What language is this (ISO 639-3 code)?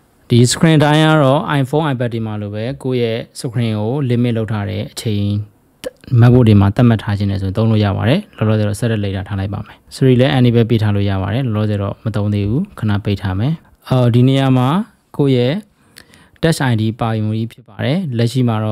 mya